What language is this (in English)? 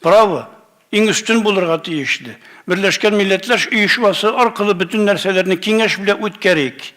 Tatar